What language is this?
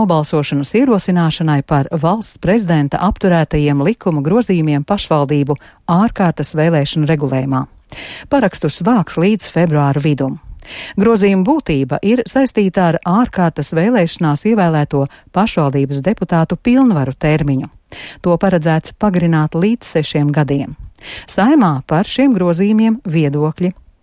Latvian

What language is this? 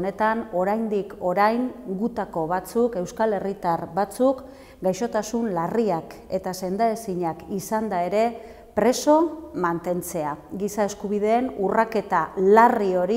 Basque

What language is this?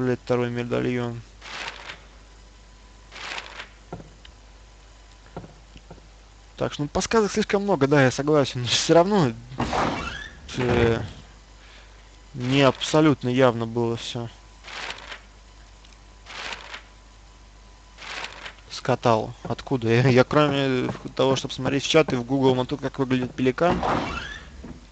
Russian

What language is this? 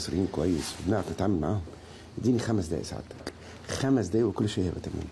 Egyptian Arabic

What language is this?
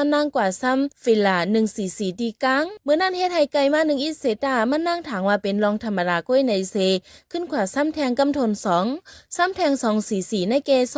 Shan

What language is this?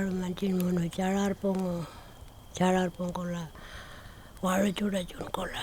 Pitjantjatjara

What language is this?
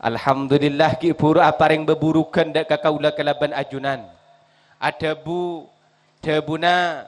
Madurese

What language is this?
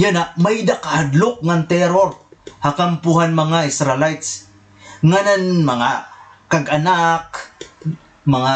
Waray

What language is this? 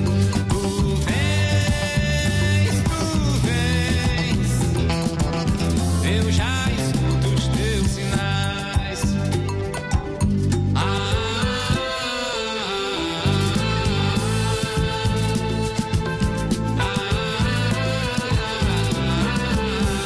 Portuguese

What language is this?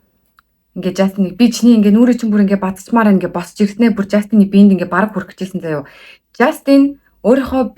Mongolian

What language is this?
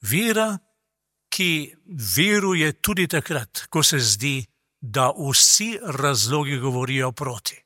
Slovenian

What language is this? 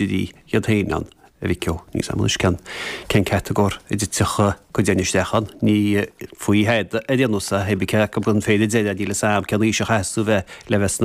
Irish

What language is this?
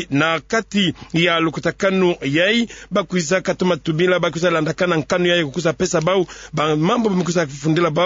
Kituba (Democratic Republic of Congo)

